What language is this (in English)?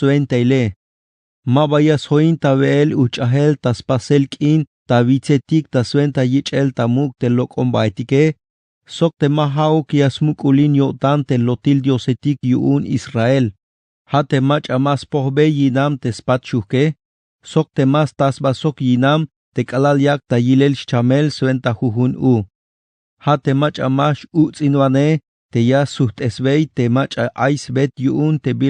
Tzeltal